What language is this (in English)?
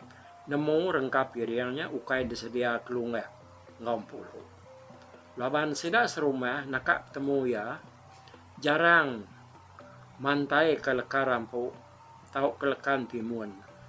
Iban